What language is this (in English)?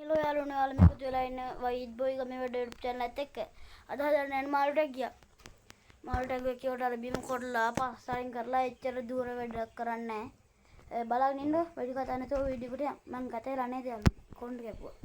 Sinhala